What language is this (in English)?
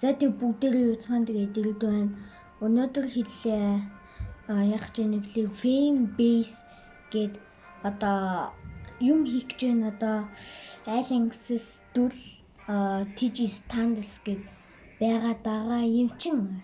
Mongolian